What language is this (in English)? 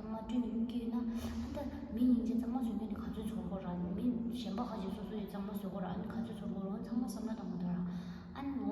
Tibetan